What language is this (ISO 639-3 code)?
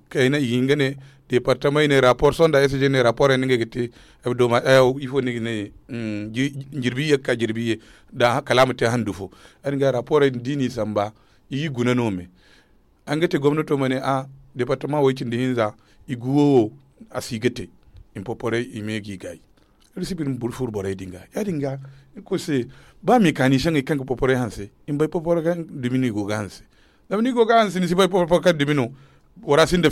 dje